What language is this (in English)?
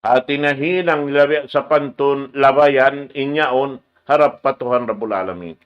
Tausug